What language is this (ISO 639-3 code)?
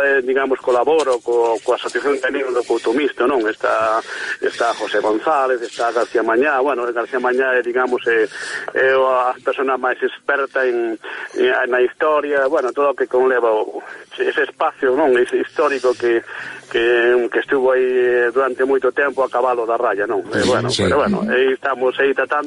glg